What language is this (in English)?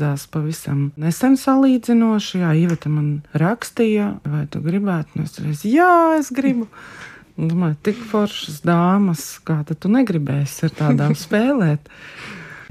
Latvian